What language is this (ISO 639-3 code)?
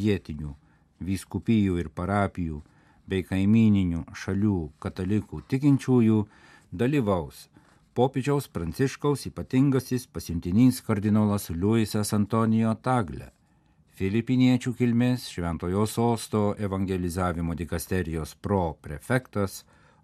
lit